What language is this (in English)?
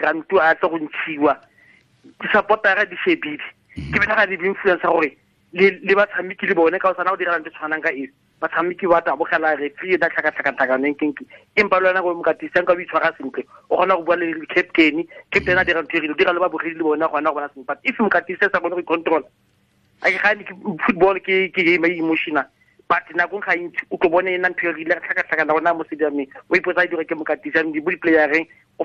Tswana